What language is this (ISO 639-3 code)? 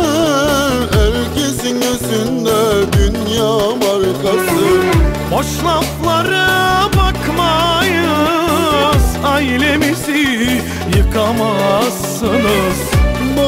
tur